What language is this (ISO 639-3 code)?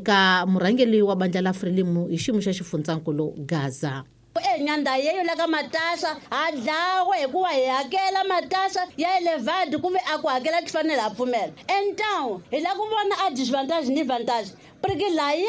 tso